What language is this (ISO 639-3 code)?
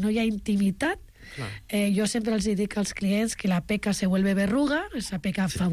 cat